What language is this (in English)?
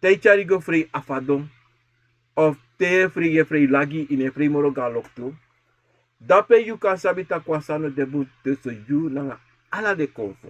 Sranan Tongo